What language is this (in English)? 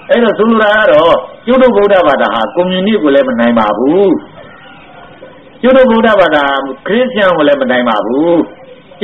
Burmese